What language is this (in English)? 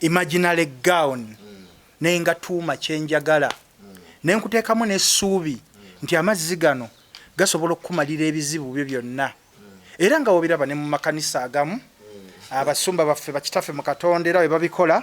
Ganda